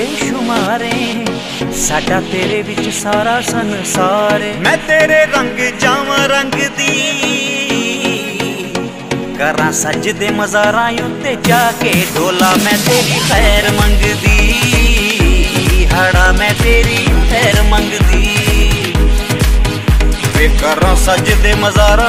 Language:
Punjabi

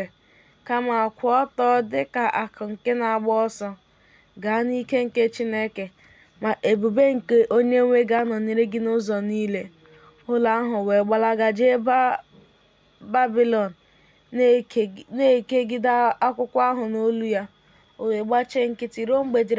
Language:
Igbo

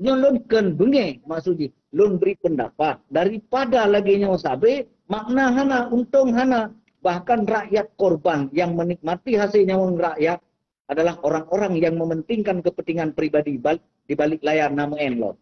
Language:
Achinese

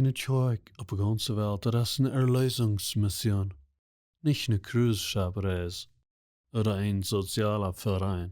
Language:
Plautdietsch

